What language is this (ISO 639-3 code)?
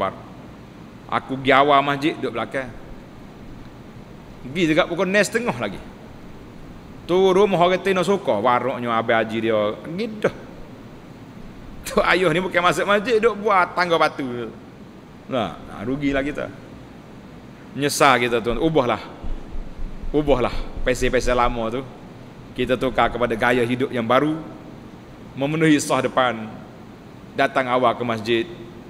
msa